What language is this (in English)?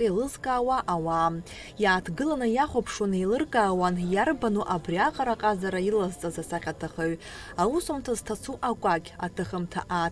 Abkhazian